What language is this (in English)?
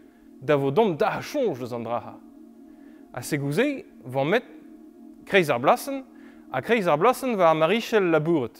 Breton